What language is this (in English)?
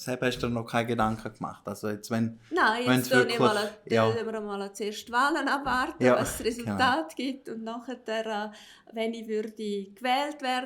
Swiss German